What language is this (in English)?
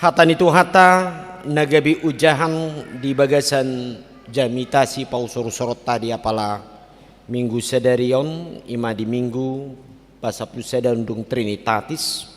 Batak Toba